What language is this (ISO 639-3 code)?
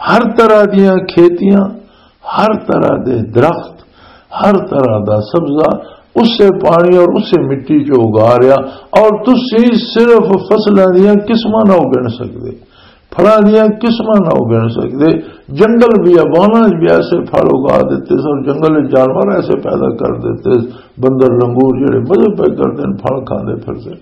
lah